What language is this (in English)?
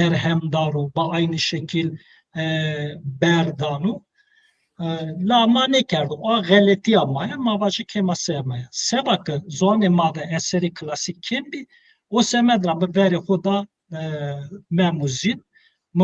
Zaza